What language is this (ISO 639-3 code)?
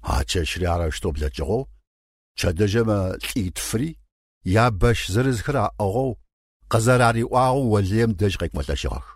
ady